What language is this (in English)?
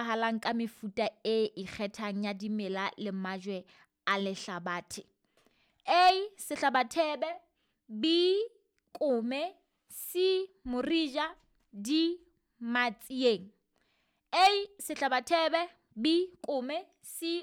Southern Sotho